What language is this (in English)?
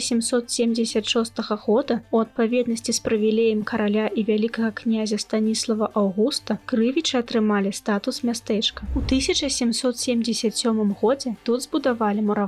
Belarusian